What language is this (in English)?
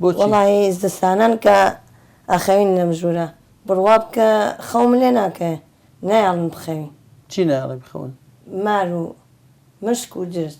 Central Kurdish